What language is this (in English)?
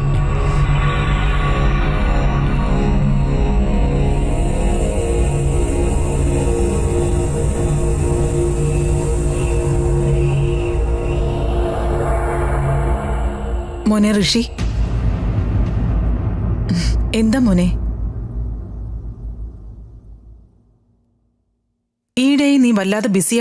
Malayalam